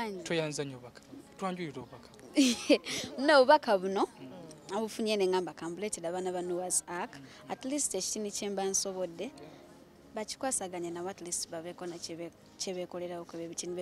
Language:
Ganda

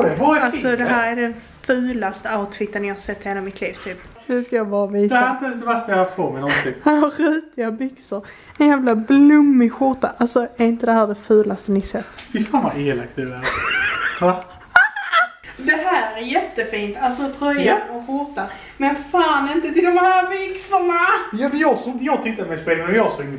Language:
Swedish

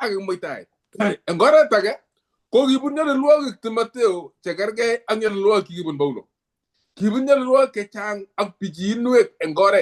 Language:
Kalenjin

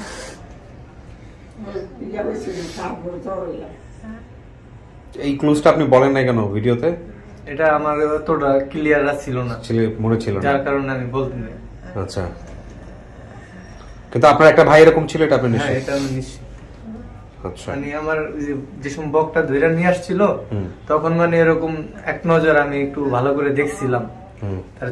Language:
Bangla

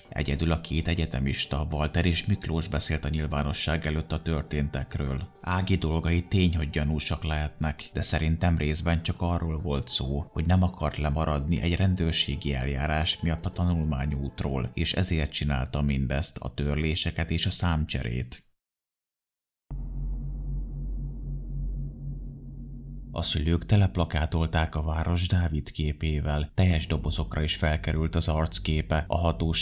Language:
Hungarian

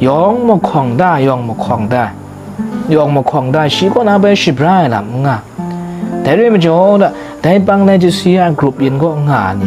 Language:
Kachin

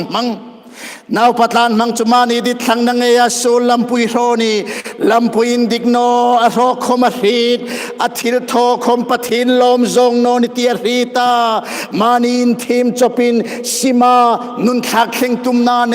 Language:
Hmar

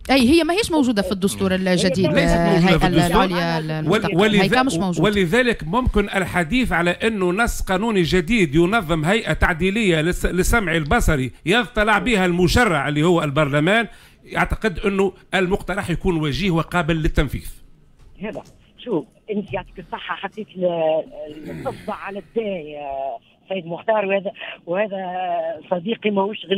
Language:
Tunisian Arabic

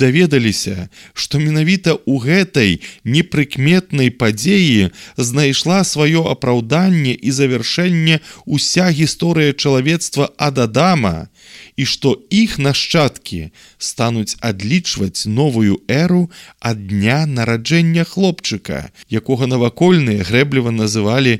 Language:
Belarusian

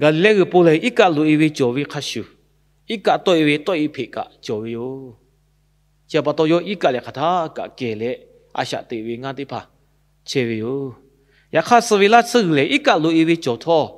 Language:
Lahu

